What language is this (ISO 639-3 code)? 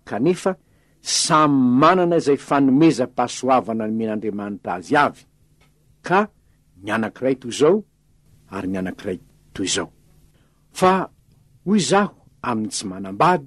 mlg